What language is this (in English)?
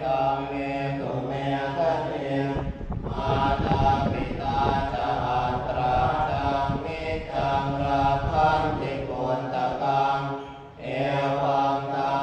Pali